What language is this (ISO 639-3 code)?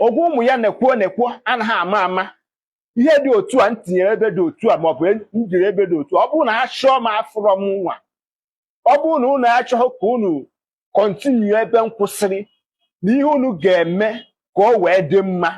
ibo